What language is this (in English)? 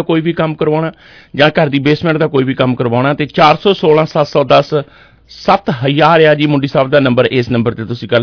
Punjabi